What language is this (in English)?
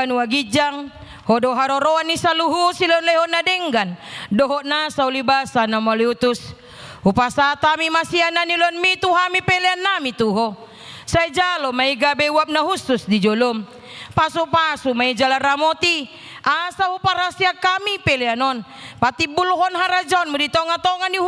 Batak Toba